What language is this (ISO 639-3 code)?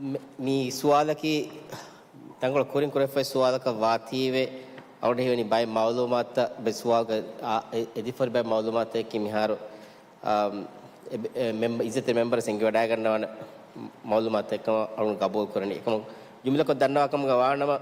div